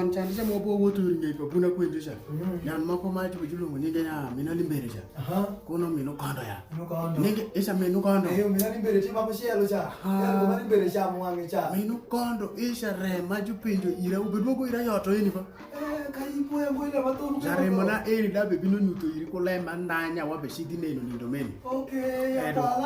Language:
Alur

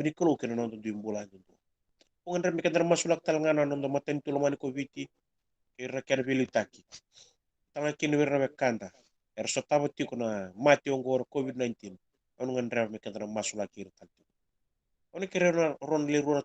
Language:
Fijian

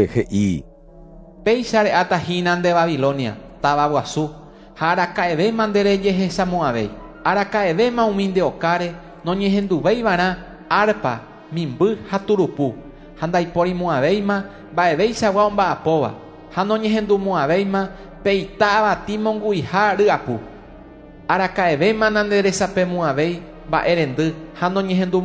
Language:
Guarani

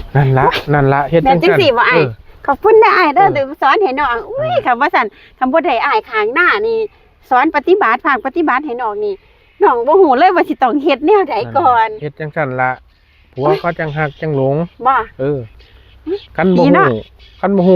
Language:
Northeastern Thai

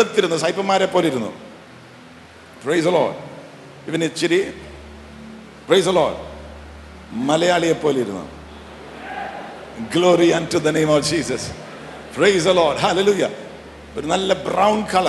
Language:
Malayalam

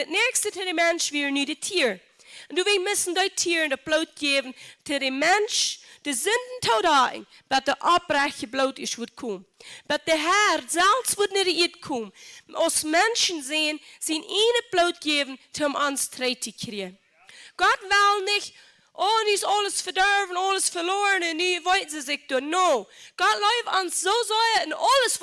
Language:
Plautdietsch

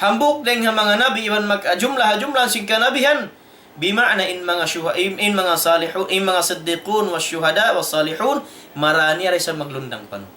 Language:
Tausug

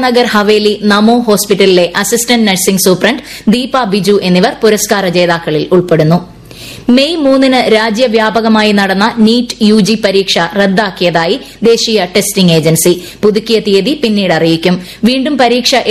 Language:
Malayalam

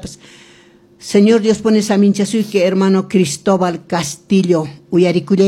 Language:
Quechua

